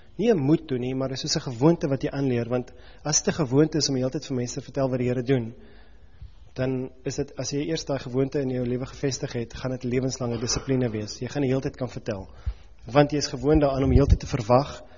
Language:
Afrikaans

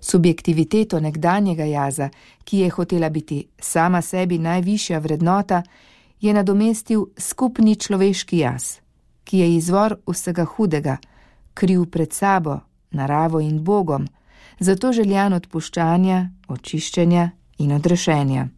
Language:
Slovenian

